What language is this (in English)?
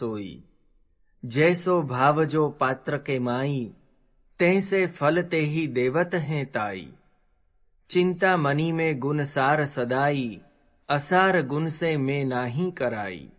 Gujarati